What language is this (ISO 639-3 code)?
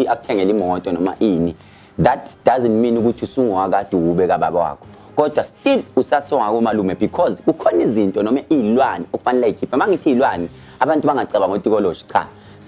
zul